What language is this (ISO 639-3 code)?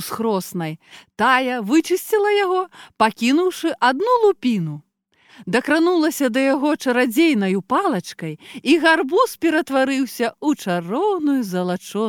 bel